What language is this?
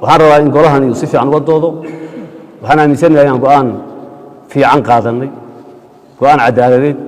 Somali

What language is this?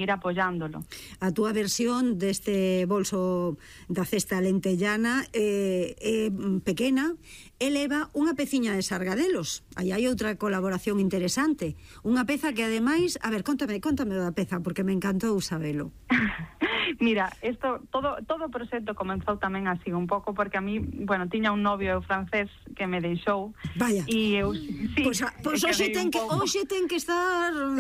Galician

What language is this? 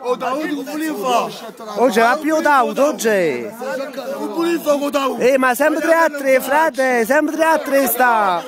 Neapolitan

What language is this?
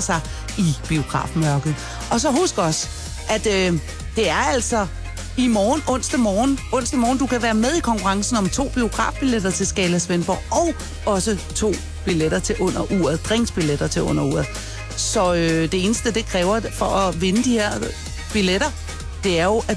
Danish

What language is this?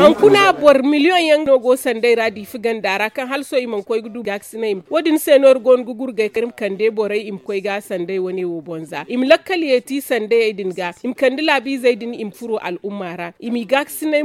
Zarma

